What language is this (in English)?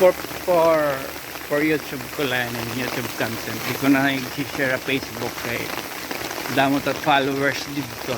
Waray